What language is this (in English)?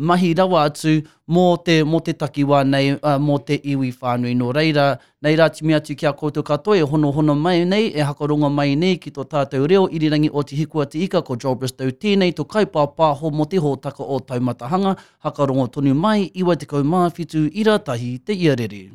Māori